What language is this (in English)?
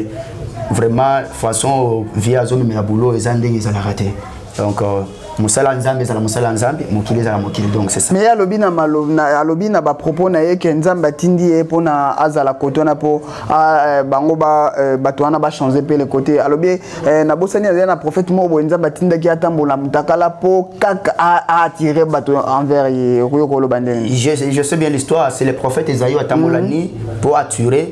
Lingala